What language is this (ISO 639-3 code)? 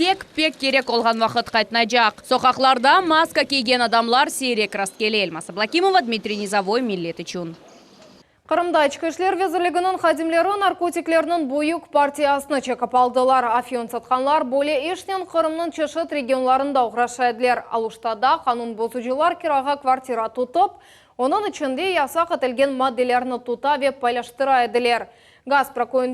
crh